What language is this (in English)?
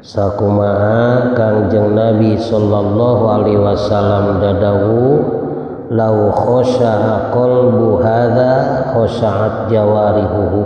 Sundanese